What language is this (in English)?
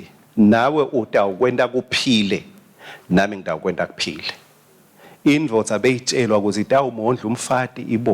Swati